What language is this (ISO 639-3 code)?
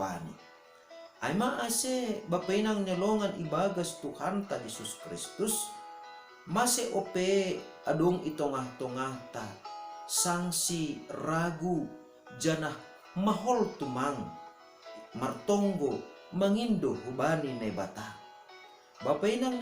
bts